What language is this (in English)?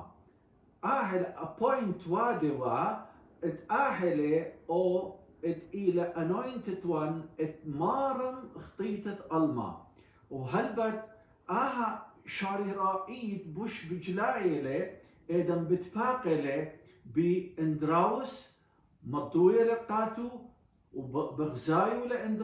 Assyrian Neo-Aramaic